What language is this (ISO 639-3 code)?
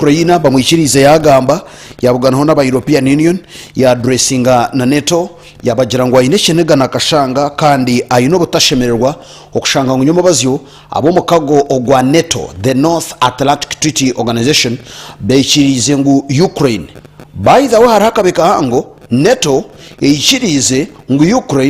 nyn